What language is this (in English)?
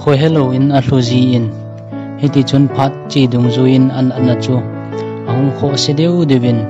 Thado Chin